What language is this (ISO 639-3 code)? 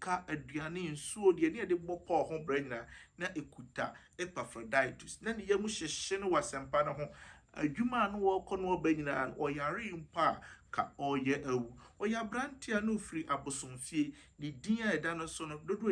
aka